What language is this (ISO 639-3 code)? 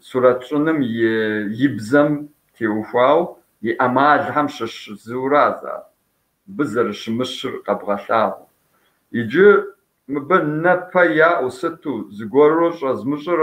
kbd